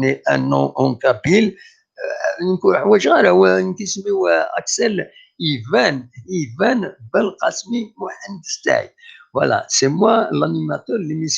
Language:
Kabyle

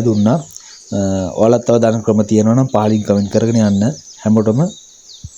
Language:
Sinhala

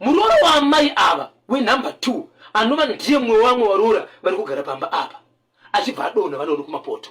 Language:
Shona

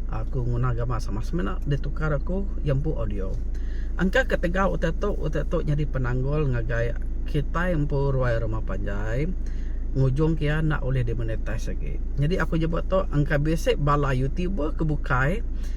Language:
Iban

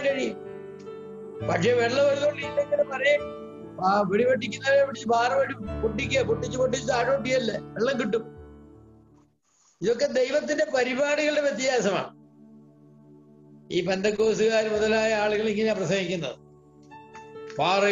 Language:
Malayalam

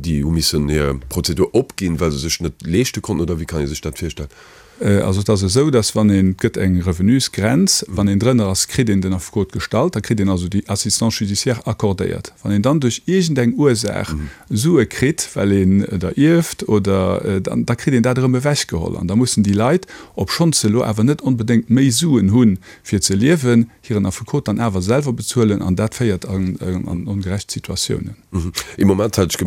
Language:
Luxembourgish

